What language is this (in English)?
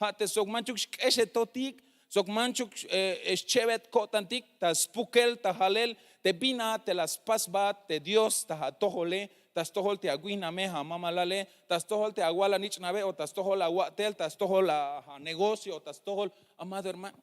Tzeltal